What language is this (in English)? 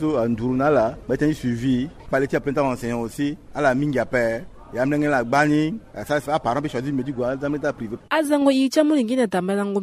Sango